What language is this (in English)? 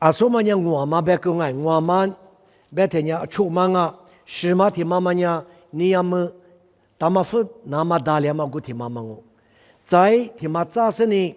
Lisu